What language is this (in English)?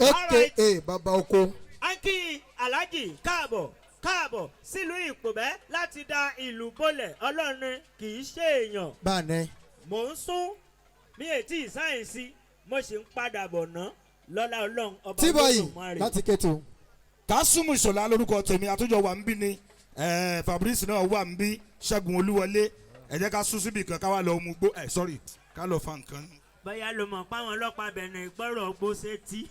Yoruba